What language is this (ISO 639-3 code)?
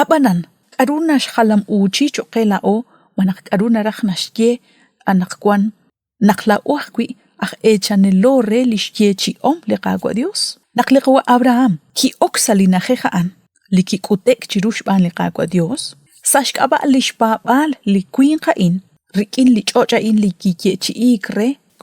kek